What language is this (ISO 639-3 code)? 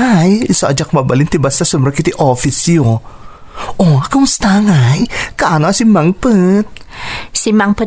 ilo